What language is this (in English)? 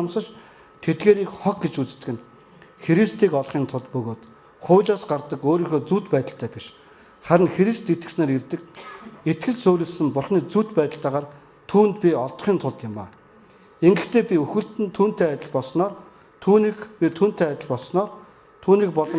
Mongolian